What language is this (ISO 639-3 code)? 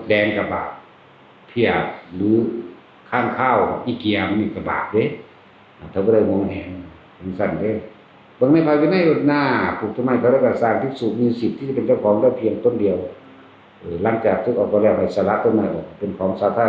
tts